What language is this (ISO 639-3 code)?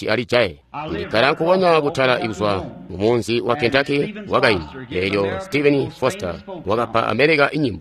toi